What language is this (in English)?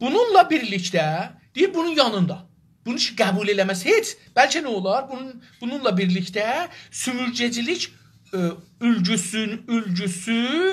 South Azerbaijani